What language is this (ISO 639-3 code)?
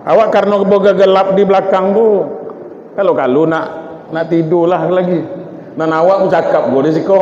min